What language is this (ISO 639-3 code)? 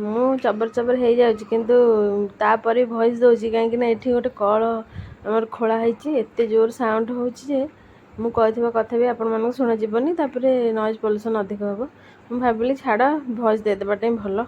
ori